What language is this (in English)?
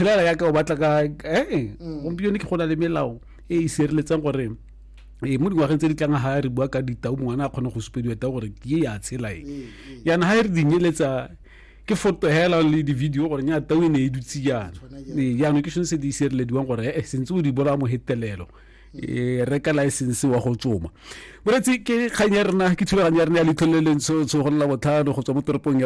Tswana